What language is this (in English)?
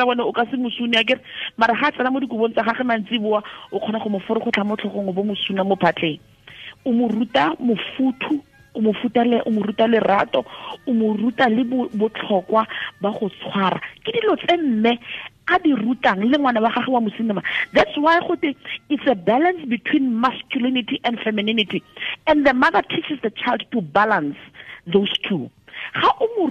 Tswana